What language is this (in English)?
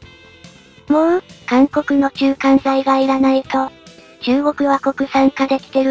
Japanese